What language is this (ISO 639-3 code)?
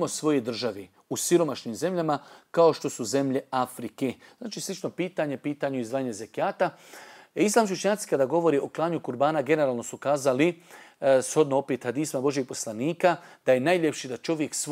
bos